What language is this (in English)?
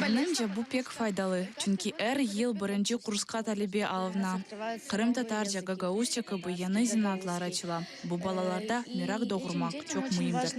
Crimean Tatar